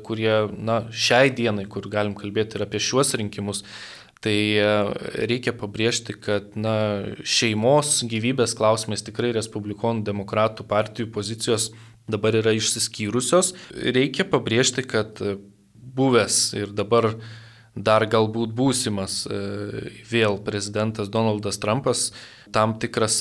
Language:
Lithuanian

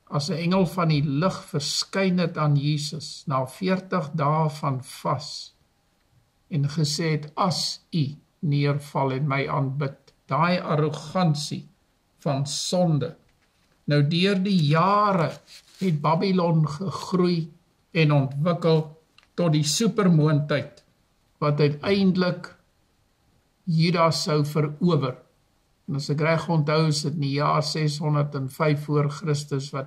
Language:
Afrikaans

